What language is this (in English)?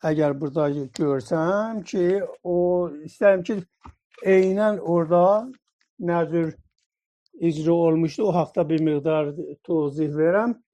South Azerbaijani